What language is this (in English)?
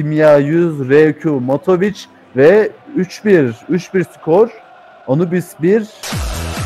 Turkish